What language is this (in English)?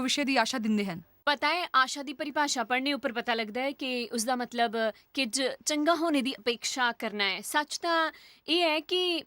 Dogri